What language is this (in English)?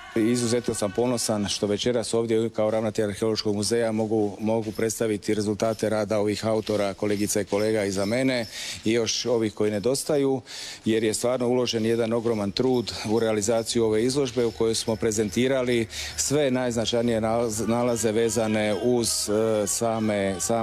Croatian